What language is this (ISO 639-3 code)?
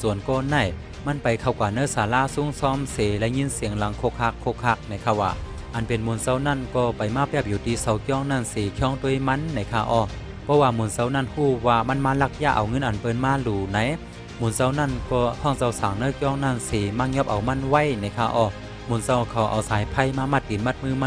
shn